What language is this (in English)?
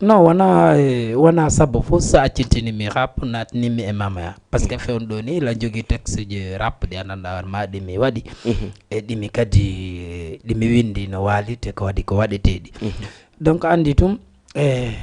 Fula